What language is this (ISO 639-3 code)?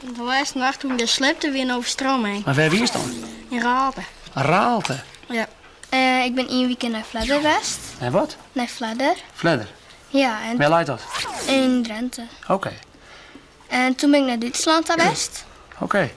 fry